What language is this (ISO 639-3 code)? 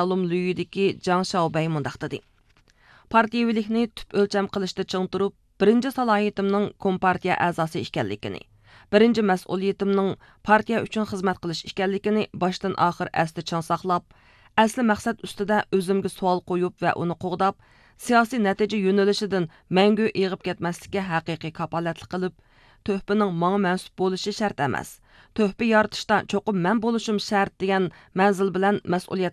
uig